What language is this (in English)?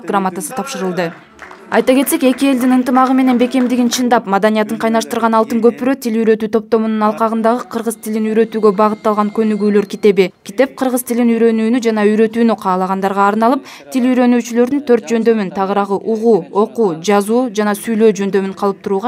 Kyrgyz